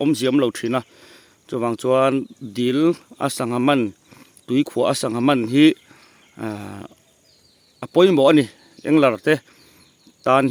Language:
Mizo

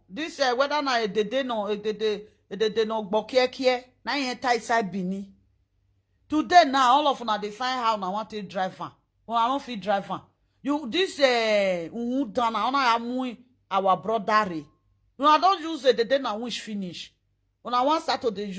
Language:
Nigerian Pidgin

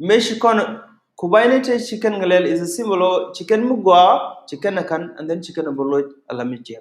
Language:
Nuer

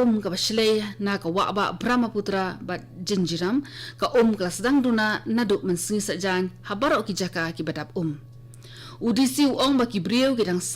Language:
Khasi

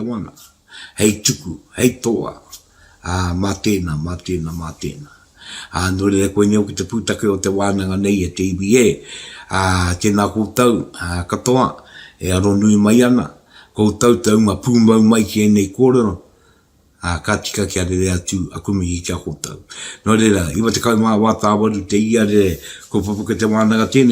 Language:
Māori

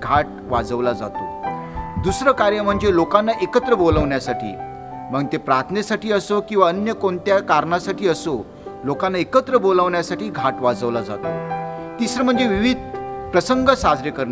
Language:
Marathi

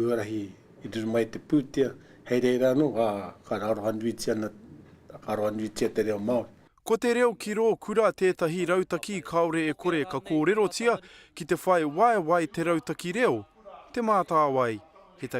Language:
Māori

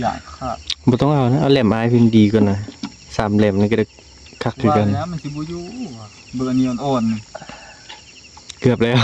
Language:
Northeastern Thai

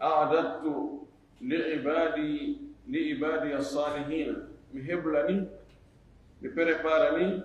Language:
Fula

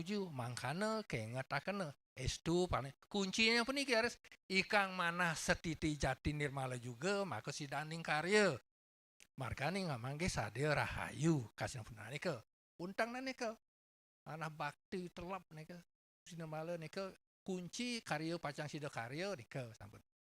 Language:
Balinese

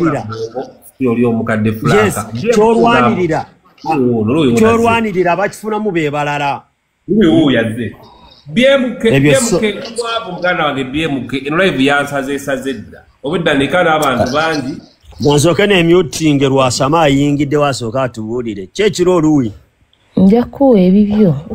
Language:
Ganda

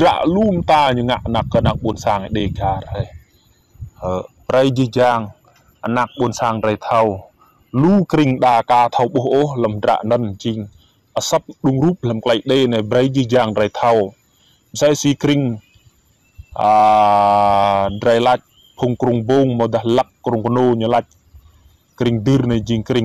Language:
Rade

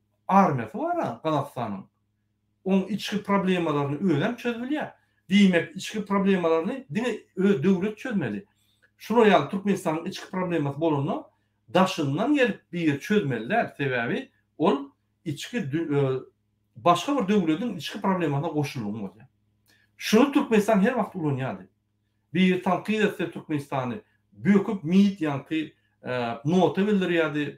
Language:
Turkmen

